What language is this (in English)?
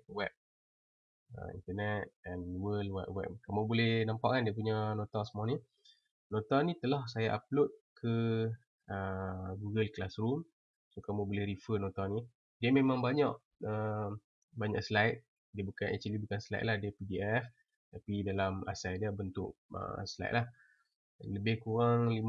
Malay